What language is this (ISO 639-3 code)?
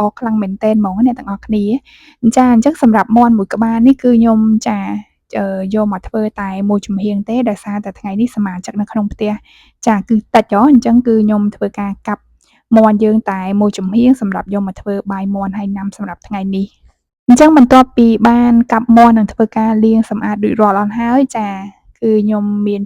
khm